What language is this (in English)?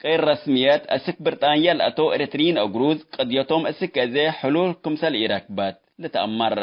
Tigre